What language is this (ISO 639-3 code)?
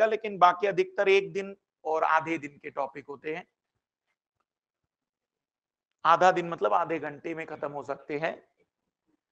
hin